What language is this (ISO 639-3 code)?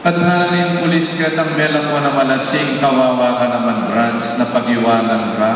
pam